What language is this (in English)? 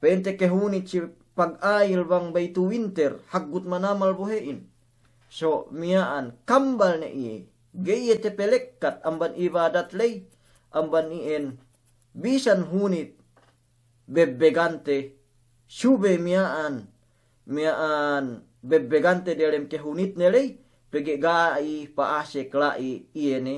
Yakan